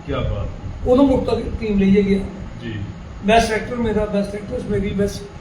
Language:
Dogri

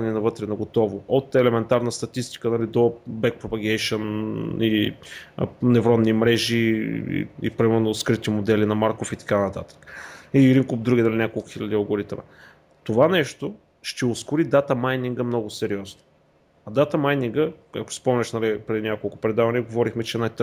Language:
Bulgarian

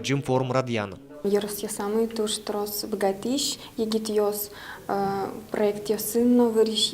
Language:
Udmurt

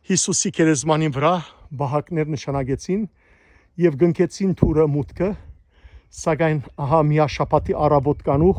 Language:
Western Armenian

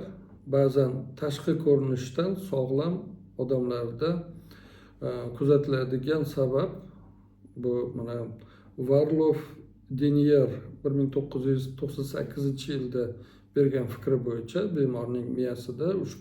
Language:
Uzbek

